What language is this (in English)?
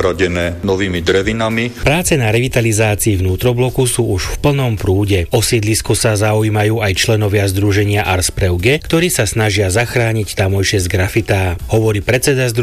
Slovak